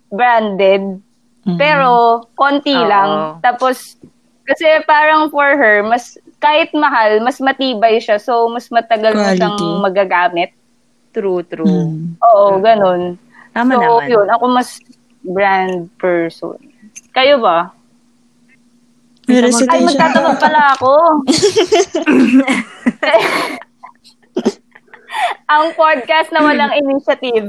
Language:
Filipino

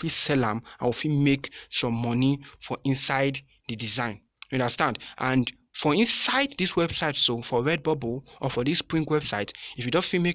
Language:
Nigerian Pidgin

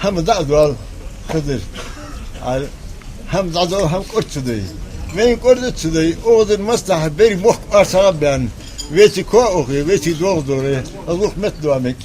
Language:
Ingush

